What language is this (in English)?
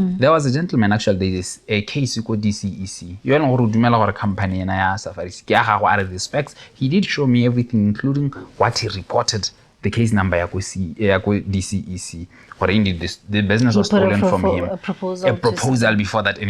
Tswana